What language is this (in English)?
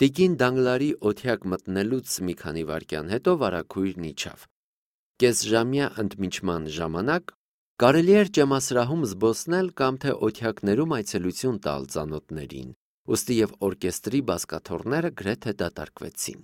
Armenian